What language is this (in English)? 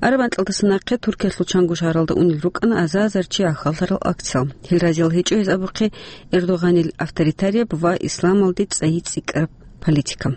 Avaric